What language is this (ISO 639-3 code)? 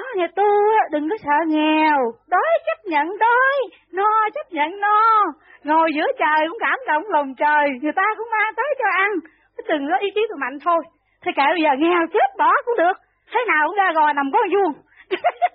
vie